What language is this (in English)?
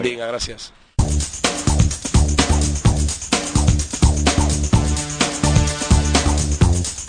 Catalan